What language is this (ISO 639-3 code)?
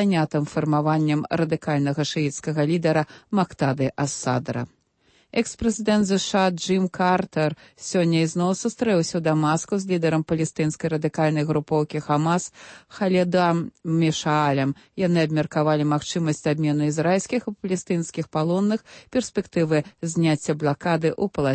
bel